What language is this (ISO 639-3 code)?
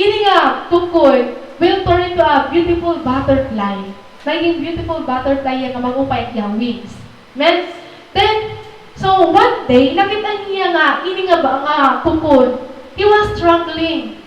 war